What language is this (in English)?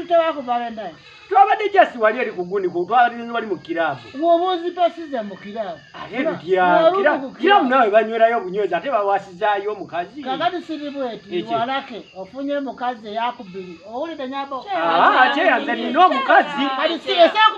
Ganda